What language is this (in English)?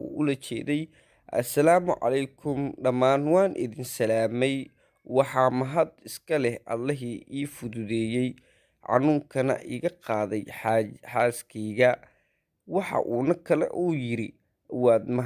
Somali